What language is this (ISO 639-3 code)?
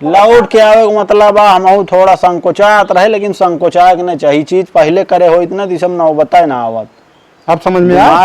awa